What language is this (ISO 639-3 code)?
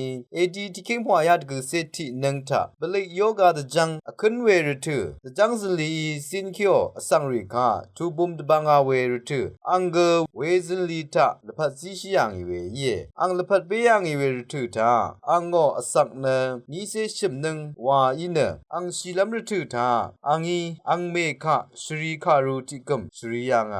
raw